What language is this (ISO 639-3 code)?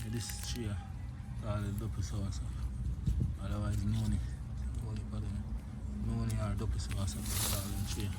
jam